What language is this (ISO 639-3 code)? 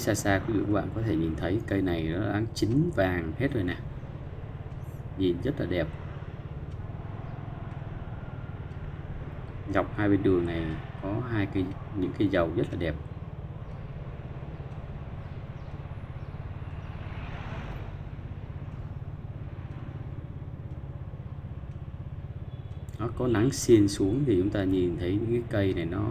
vie